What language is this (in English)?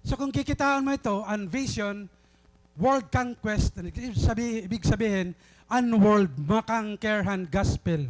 Waray